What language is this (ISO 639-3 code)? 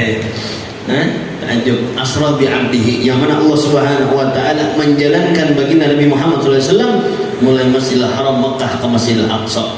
bjn